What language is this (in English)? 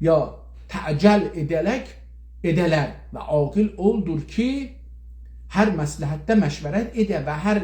South Azerbaijani